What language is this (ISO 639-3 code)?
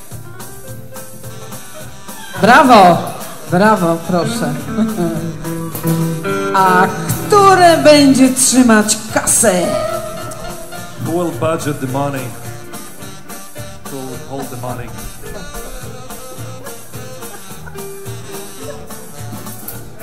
pol